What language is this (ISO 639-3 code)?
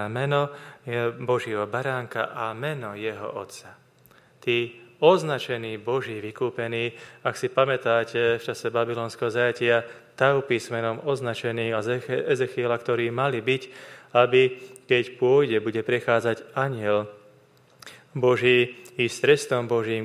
slk